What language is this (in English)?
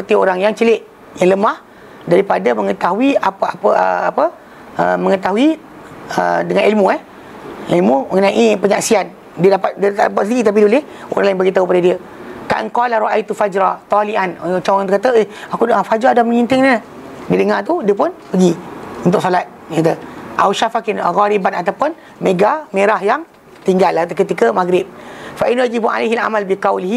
Malay